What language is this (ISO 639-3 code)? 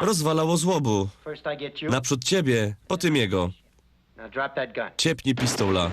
szl